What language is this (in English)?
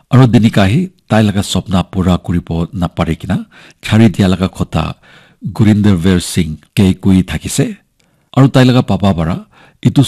Naga Pidgin